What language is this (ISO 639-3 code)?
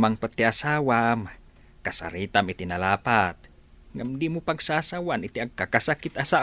ilo